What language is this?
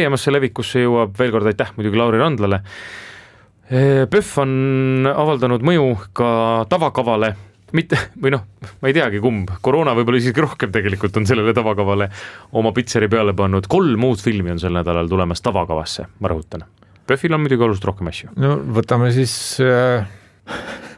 Estonian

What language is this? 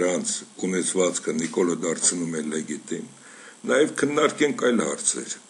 Armenian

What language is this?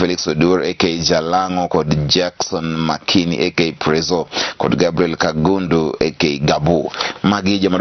Luo (Kenya and Tanzania)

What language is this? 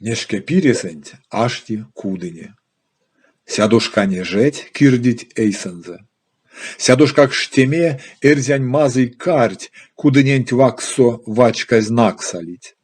Erzya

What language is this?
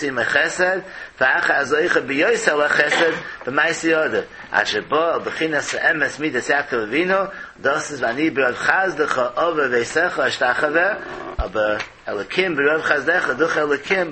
Yiddish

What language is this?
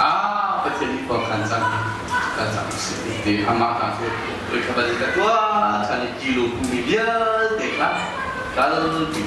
Hakha Chin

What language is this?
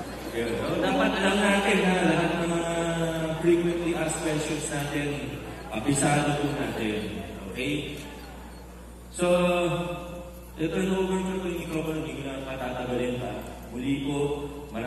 Filipino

